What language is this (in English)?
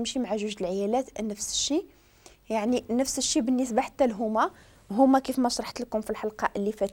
Moroccan Arabic